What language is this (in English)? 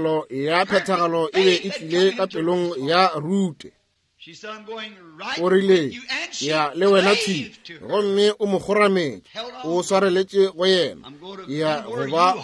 Northern Sotho